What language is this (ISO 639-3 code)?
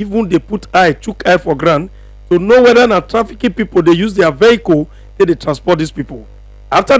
pcm